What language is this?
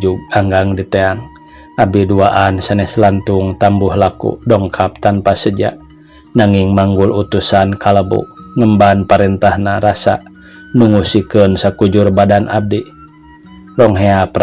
Sundanese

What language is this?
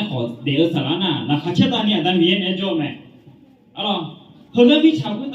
Akha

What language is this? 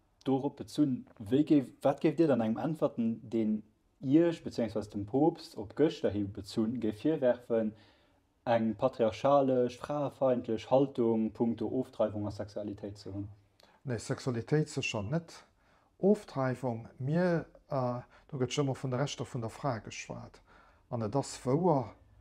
Luxembourgish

